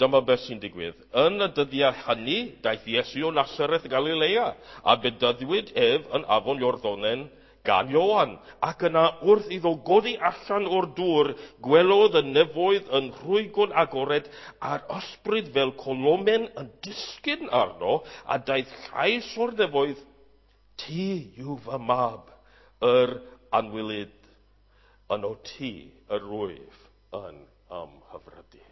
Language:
Welsh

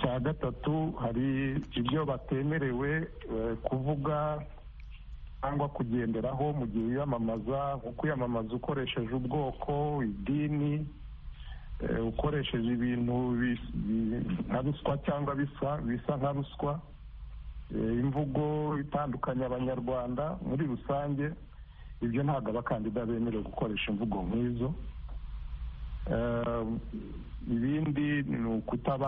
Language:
Kinyarwanda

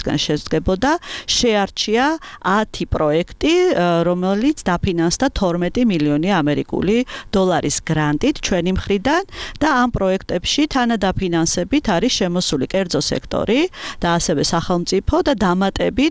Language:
Georgian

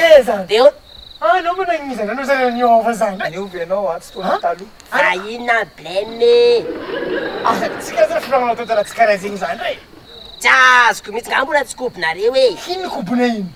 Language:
Malagasy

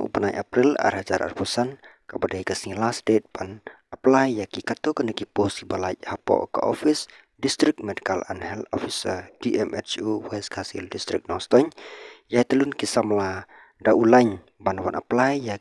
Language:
Khasi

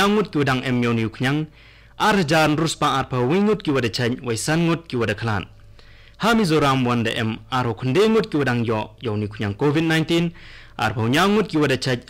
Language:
Khasi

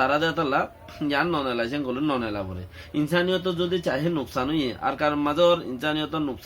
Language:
Rohingya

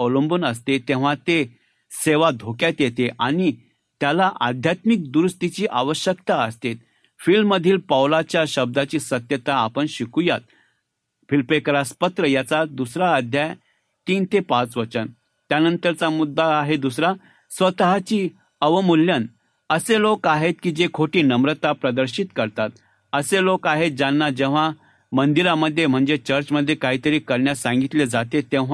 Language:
Marathi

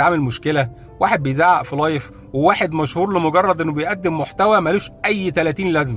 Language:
Egyptian Arabic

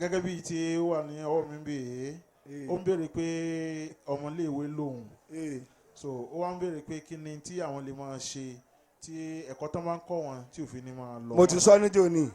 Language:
Yoruba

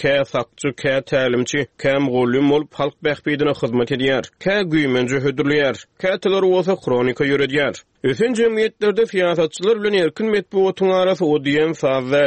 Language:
Turkmen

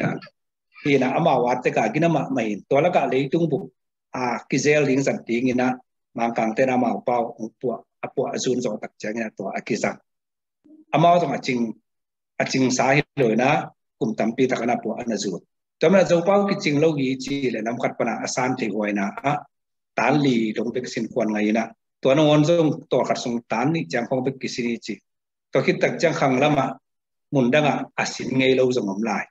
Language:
Tedim Chin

